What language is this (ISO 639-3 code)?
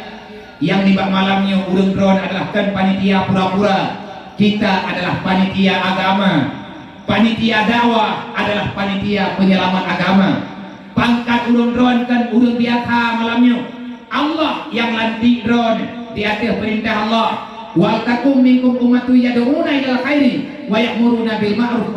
ace